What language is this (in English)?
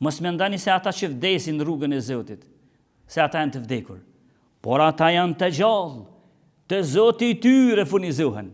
Albanian